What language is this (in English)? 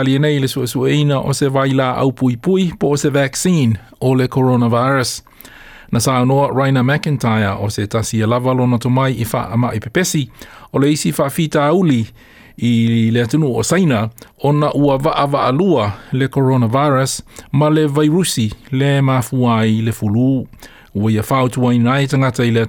Samoan